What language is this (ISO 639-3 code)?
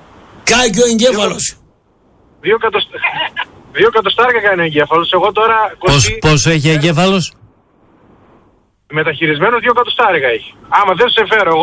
ell